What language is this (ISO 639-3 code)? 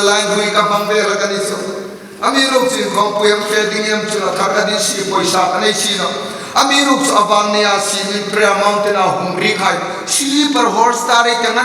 hmr